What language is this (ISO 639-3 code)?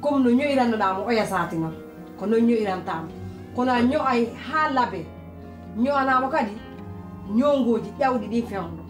fuf